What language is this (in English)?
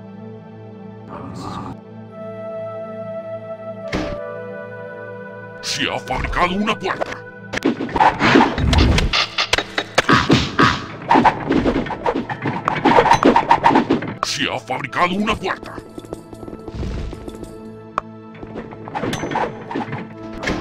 Spanish